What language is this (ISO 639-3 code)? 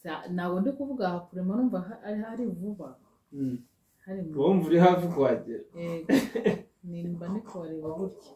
kin